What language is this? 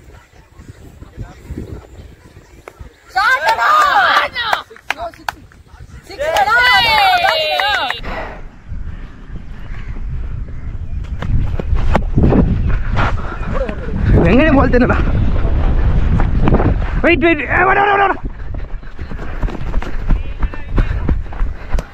Tamil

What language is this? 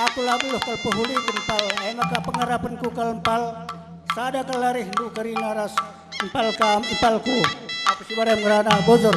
Batak Karo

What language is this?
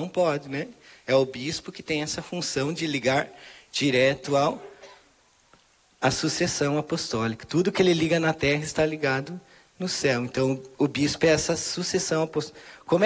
Portuguese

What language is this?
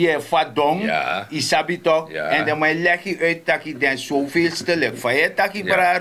Sranan Tongo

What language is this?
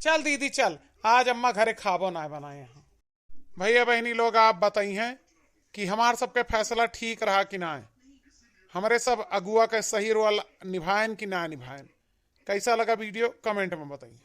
Awadhi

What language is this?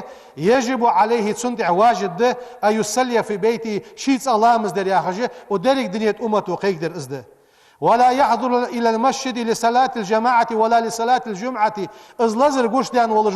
Ingush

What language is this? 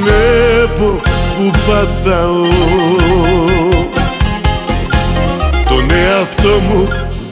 Greek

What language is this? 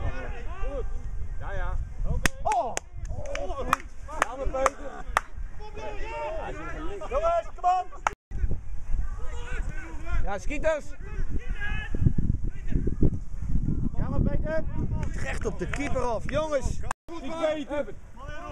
Dutch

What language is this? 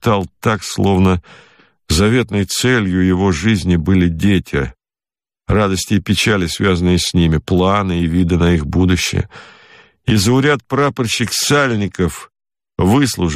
Russian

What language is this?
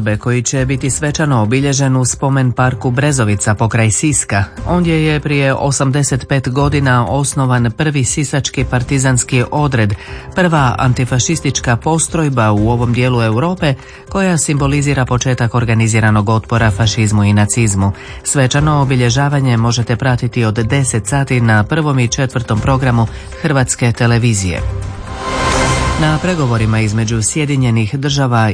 Croatian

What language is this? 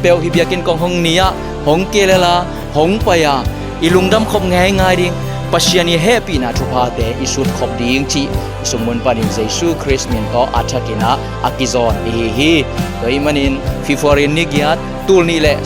Tedim Chin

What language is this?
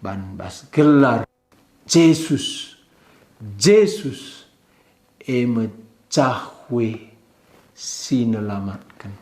Batak Karo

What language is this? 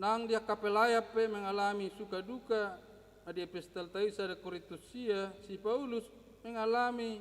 Batak Toba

